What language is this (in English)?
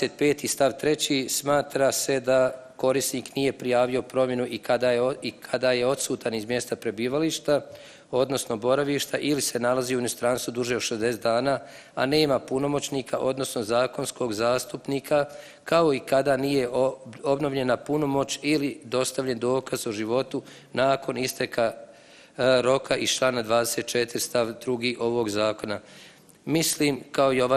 Bosnian